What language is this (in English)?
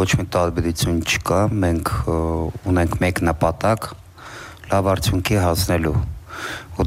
Armenian